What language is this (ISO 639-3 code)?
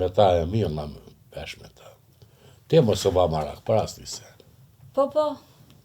sqi